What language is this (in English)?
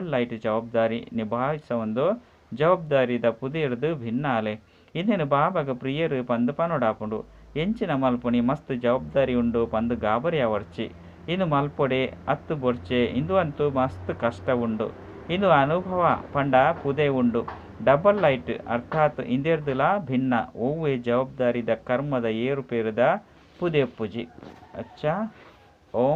Tulu